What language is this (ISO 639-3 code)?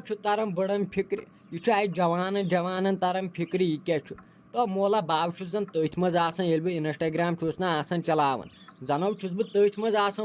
kas